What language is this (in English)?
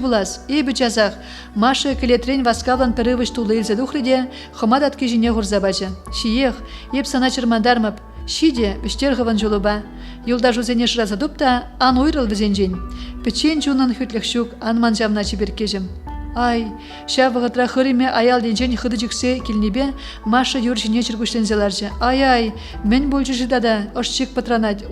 Chuvash